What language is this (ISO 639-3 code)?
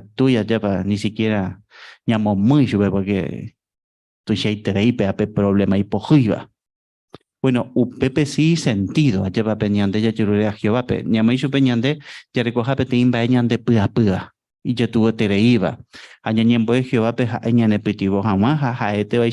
grn